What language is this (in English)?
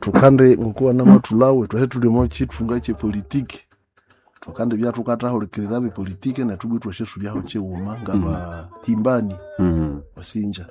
Nande